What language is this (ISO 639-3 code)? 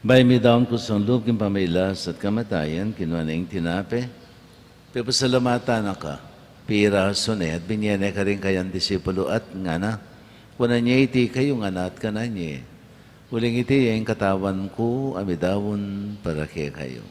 pam